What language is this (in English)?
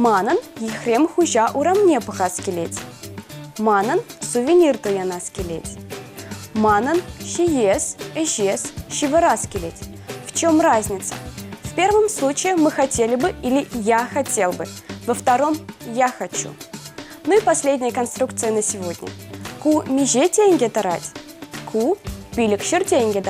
Chuvash